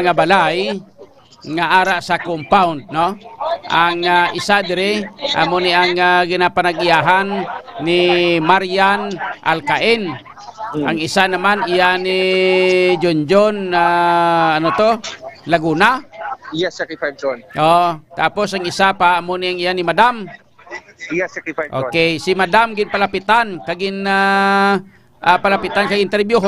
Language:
Hiligaynon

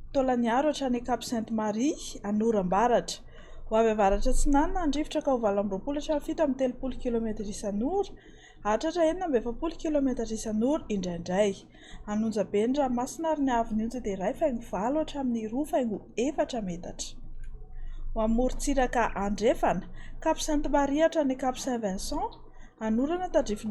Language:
Malagasy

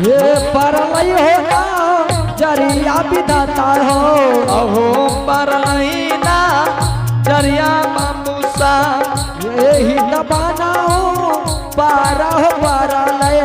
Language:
Angika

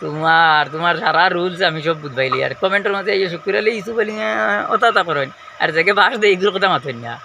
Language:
Sylheti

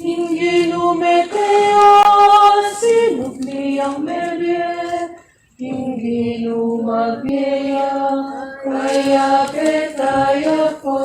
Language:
Pampanga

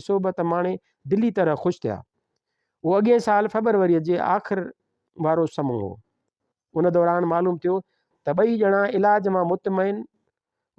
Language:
Sindhi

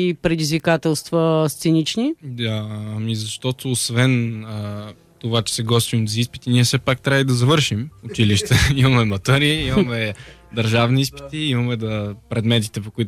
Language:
Bulgarian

